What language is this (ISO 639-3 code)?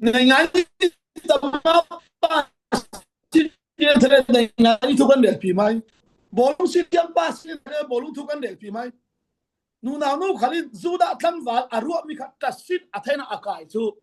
cfm